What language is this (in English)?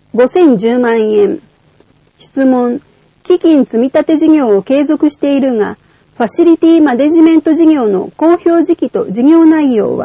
Japanese